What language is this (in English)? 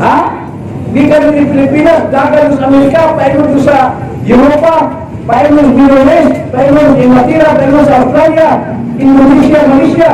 Cebuano